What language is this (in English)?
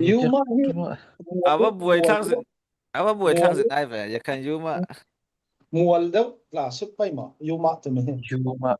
Falam Chin